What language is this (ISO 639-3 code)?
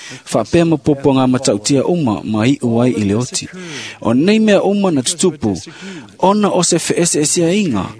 smo